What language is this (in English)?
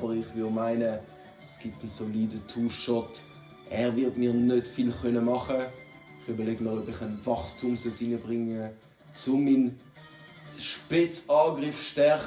Swiss German